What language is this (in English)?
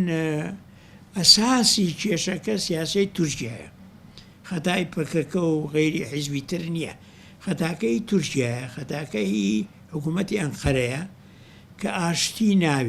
Central Kurdish